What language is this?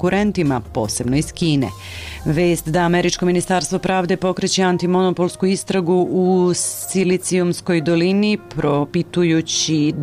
Serbian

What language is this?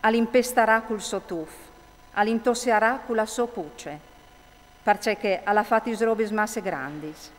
Friulian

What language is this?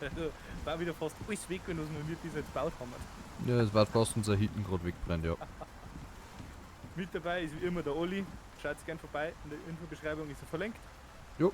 Bavarian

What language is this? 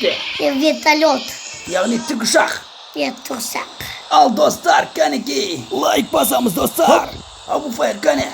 Kazakh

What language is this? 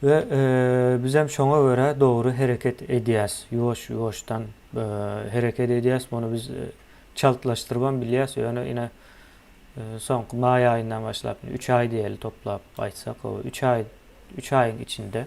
Turkmen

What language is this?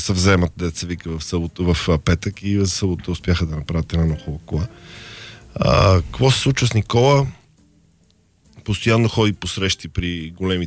Bulgarian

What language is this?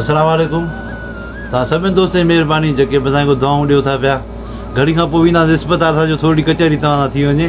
Sindhi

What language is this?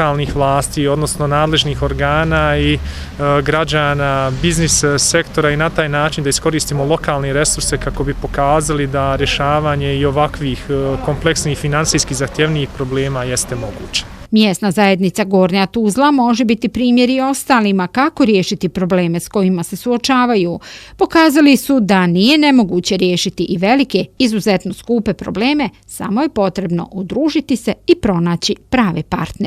Bosnian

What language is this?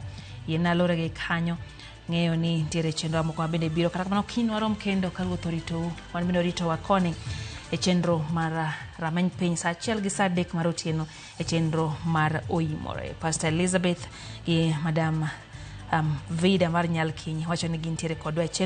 Luo (Kenya and Tanzania)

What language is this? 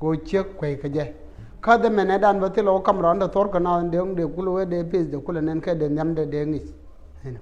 Nuer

